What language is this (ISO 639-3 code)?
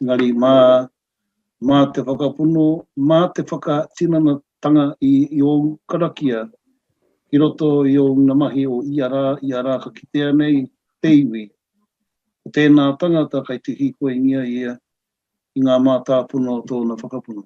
mri